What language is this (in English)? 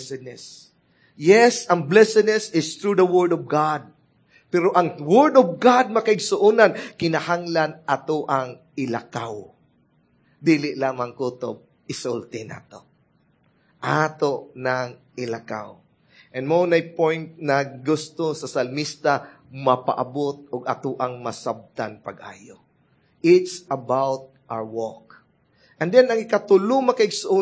Cebuano